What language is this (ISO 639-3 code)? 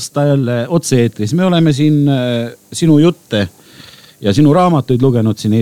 est